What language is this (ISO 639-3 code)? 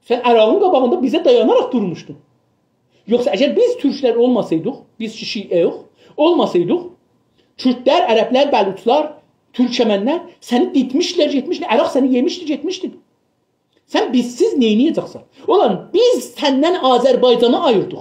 azb